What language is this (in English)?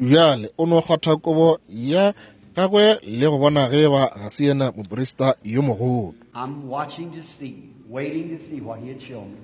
Northern Sotho